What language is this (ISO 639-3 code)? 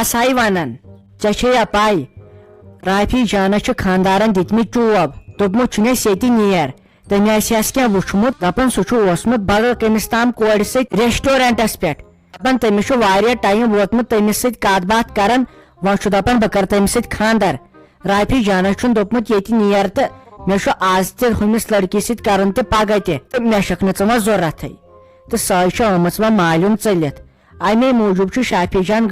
kas